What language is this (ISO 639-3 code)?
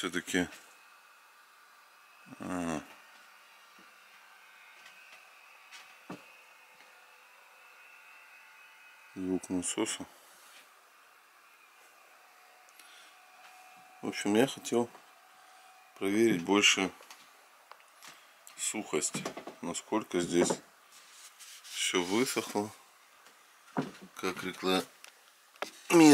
rus